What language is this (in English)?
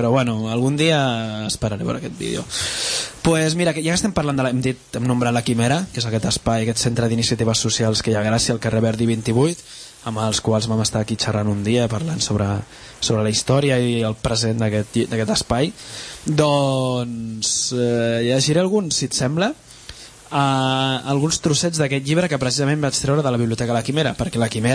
Catalan